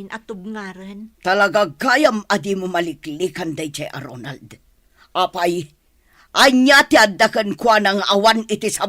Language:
Iloko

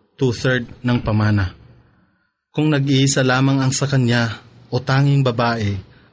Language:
Filipino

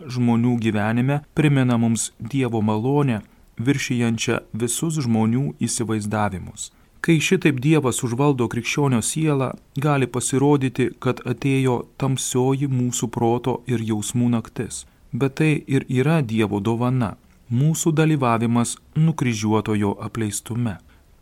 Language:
Lithuanian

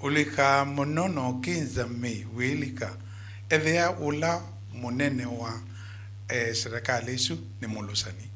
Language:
Kamba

